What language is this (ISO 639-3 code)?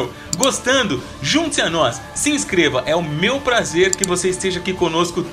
por